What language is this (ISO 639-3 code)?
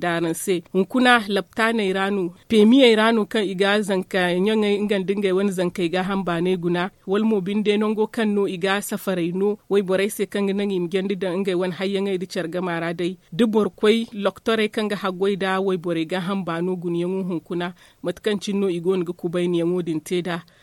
dje